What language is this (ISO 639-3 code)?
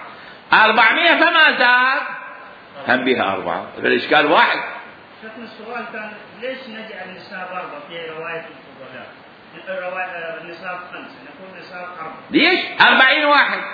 acm